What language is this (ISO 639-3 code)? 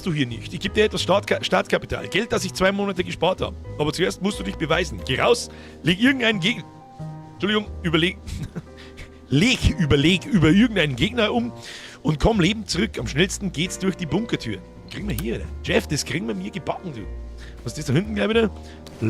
bar